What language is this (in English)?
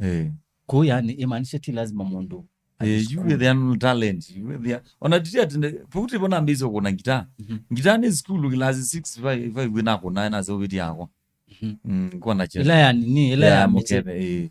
Kamba